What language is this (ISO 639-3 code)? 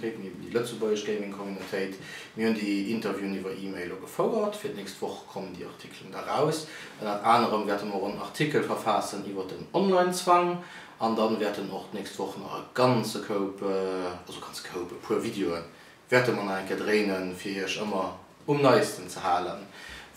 ltz